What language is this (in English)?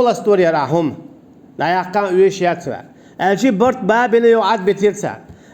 Chechen